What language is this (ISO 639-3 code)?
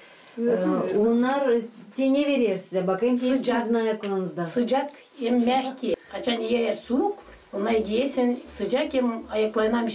gag